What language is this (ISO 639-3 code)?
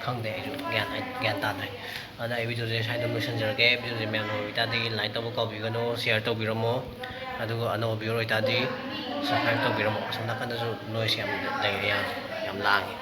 mni